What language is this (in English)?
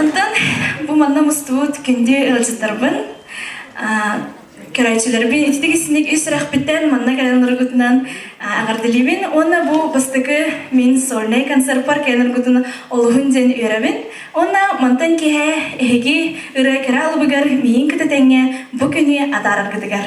Yakut